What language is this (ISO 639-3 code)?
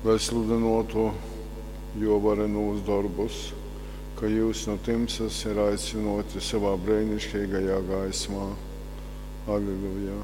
ltg